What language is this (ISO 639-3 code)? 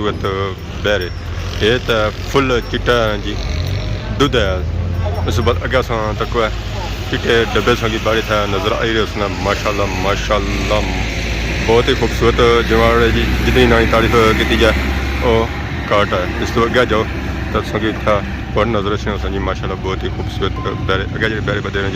phr